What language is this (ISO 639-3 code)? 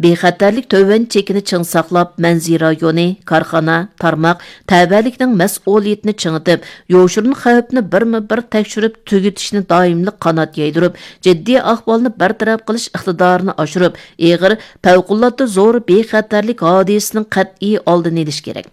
uig